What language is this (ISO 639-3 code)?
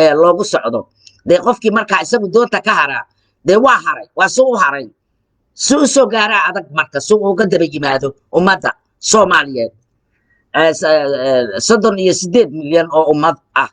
som